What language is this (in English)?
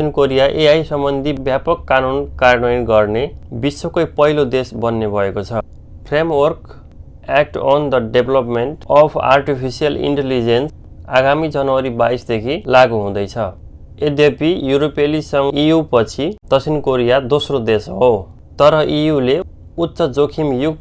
Nepali